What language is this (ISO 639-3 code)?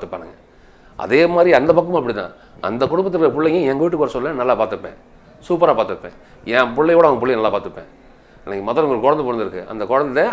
tam